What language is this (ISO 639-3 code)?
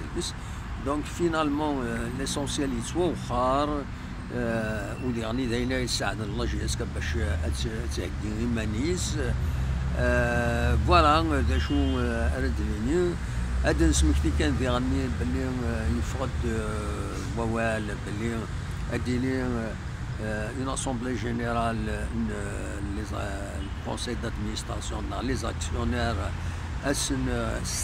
kab